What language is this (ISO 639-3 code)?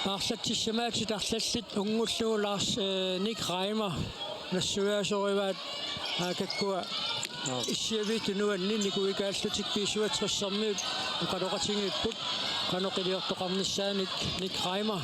kal